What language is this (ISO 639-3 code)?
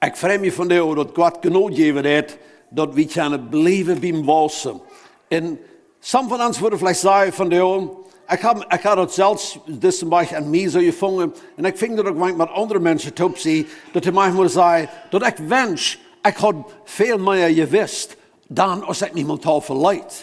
pdt